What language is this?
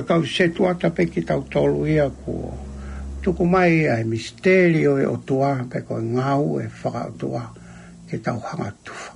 Tongan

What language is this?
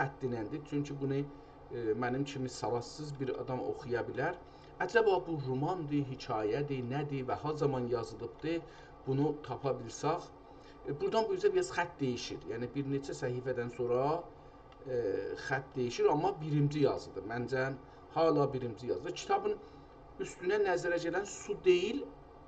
South Azerbaijani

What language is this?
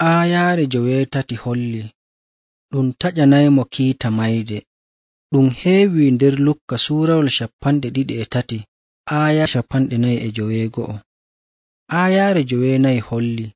Nigerian Fulfulde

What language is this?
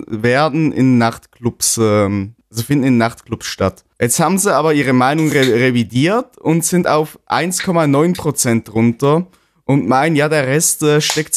German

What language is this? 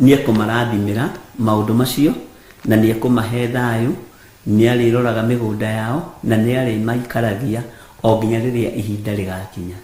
Kikuyu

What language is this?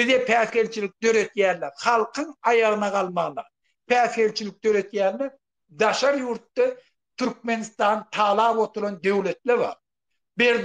Turkmen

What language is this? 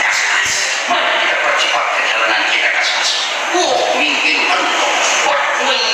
Betawi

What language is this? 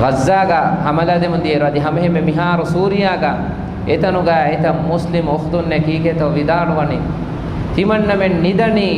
Divehi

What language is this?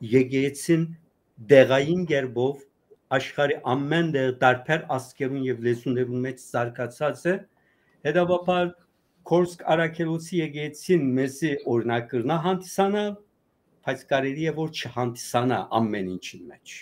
Western Armenian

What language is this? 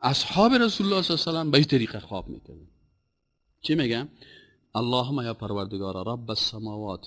Persian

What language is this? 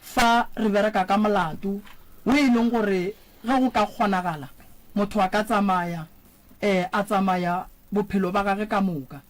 Northern Sotho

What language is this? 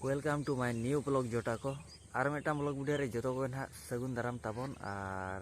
Santali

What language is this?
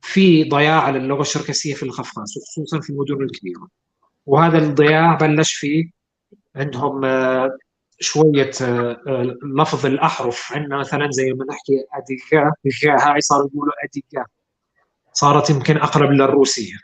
North Levantine Arabic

